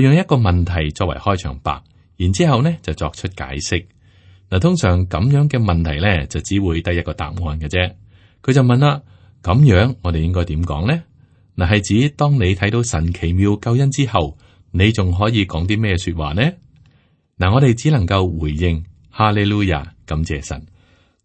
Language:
Cantonese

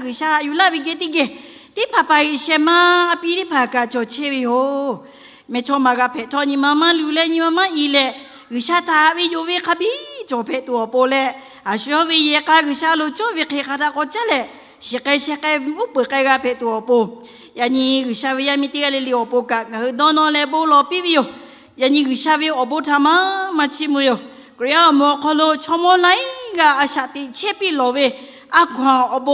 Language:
Lahu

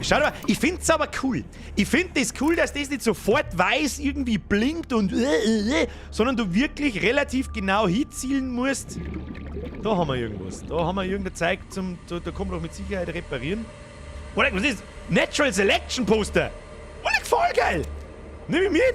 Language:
Bavarian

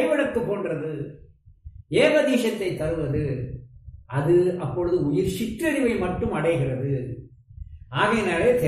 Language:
Tamil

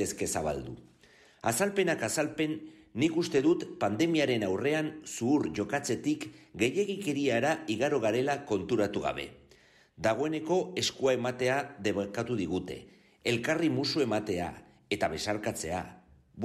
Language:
Basque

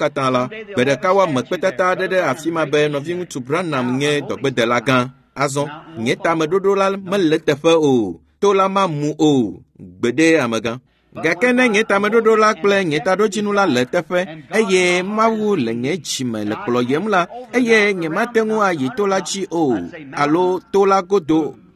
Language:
Ewe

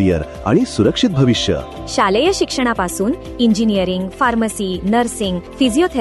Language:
Marathi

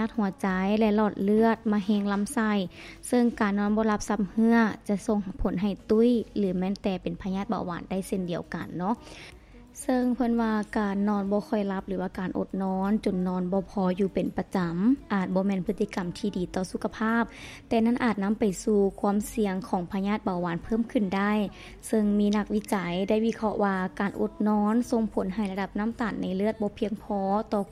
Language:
Lao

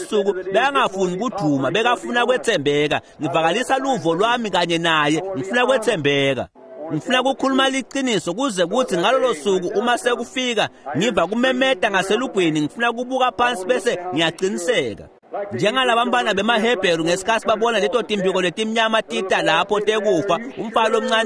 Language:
Swati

